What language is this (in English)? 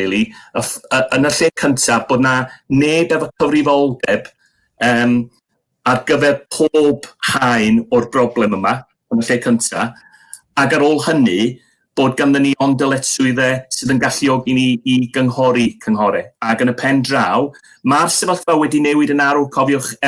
Welsh